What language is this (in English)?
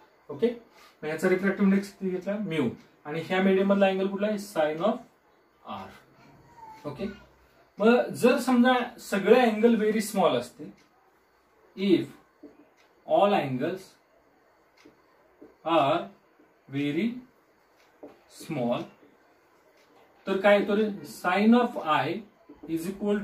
Marathi